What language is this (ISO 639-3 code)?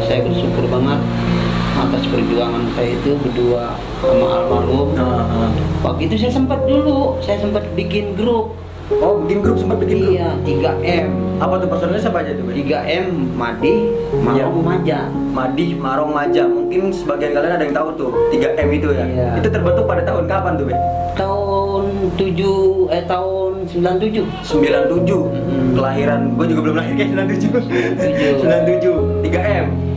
bew